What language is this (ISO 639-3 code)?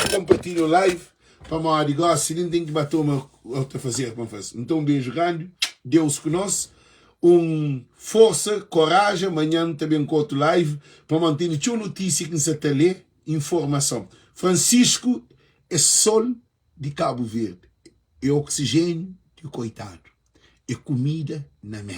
kea